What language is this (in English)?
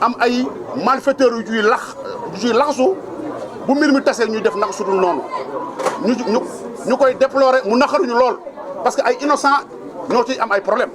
Wolof